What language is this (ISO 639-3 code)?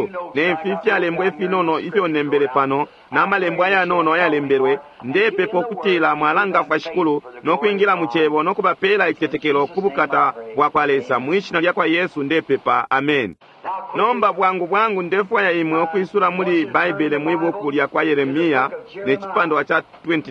bem